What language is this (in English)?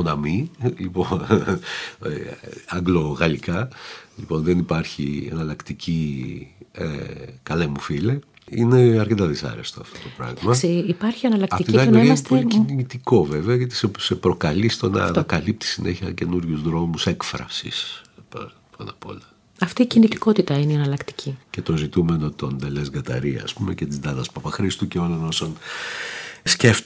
Greek